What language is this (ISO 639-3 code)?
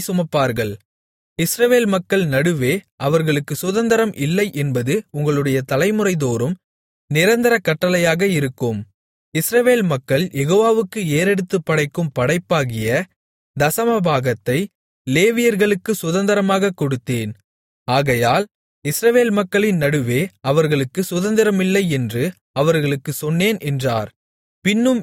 tam